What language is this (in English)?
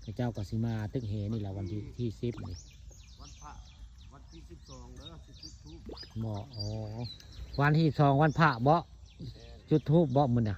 Northeastern Thai